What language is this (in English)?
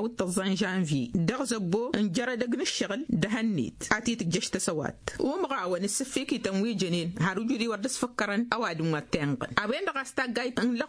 Tamasheq